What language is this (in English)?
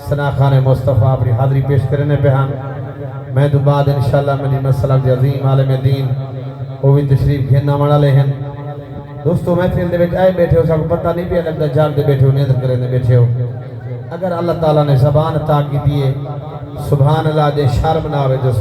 Saraiki